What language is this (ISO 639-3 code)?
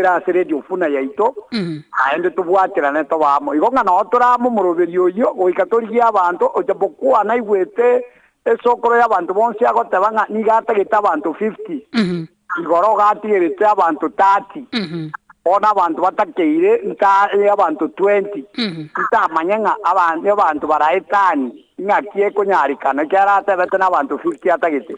guz